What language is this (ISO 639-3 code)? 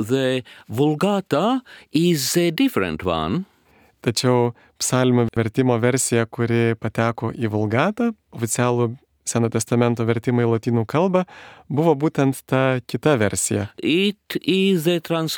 lit